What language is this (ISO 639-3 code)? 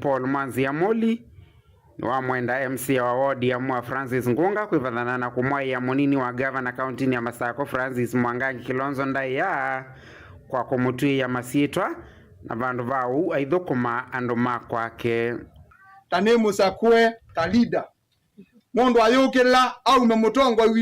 kam